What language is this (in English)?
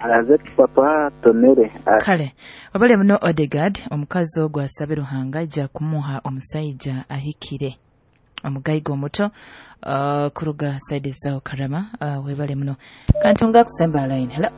Nyoro